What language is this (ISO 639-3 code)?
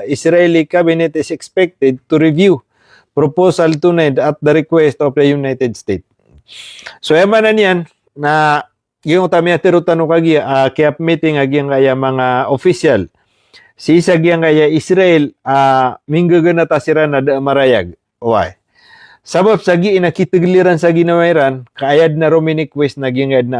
mrw